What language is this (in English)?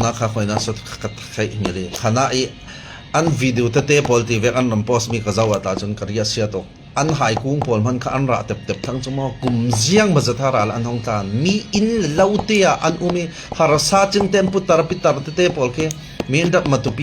Falam Chin